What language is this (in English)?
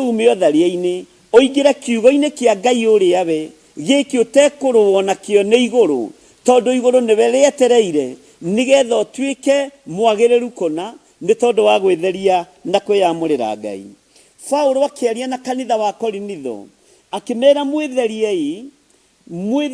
Kikuyu